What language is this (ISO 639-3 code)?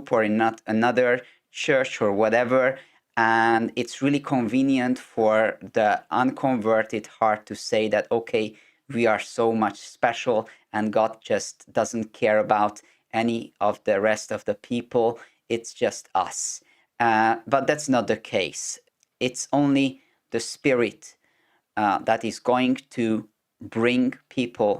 eng